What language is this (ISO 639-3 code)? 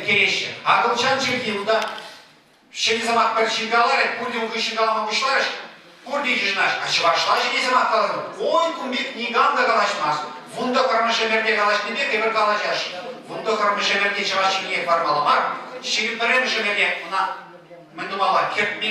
chv